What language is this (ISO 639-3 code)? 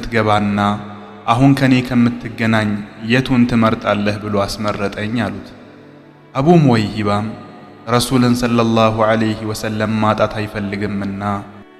amh